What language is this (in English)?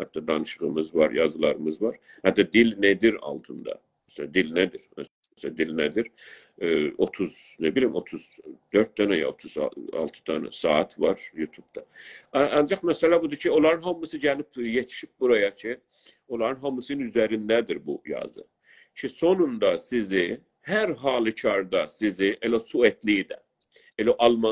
South Azerbaijani